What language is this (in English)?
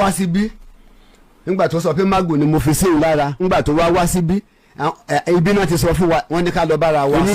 Yoruba